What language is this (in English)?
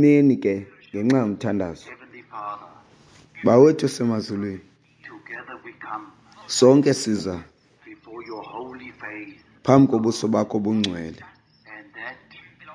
Xhosa